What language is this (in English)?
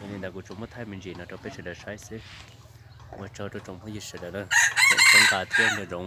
Hmong